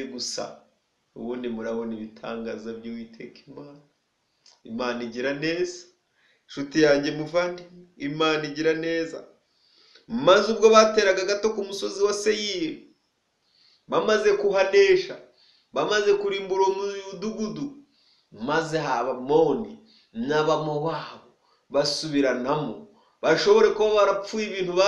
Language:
Kinyarwanda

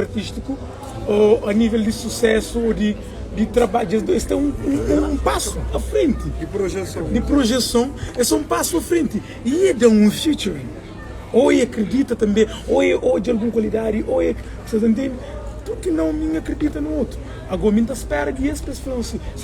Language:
Kabuverdianu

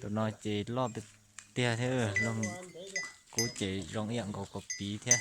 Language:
Hmong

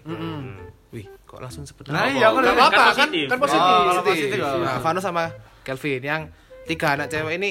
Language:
Indonesian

